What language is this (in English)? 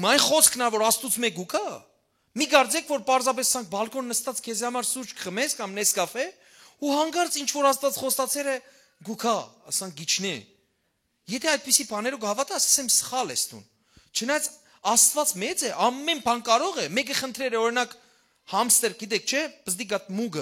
Western Armenian